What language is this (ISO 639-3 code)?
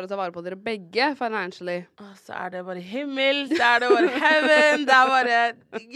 nor